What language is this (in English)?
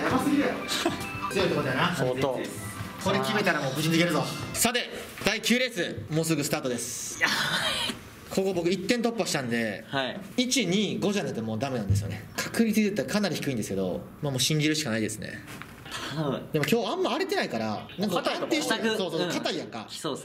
Japanese